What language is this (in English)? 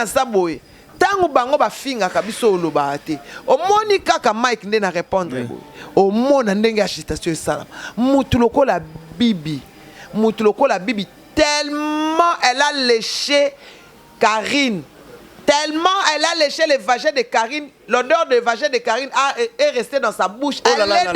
Lingala